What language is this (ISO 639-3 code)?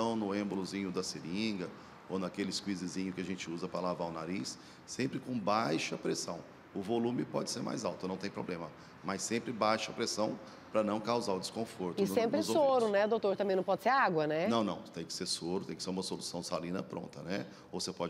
por